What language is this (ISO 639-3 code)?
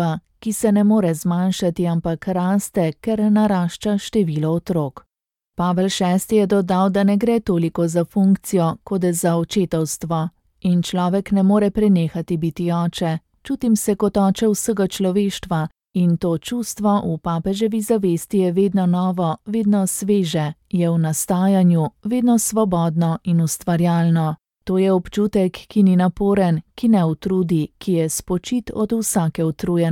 slv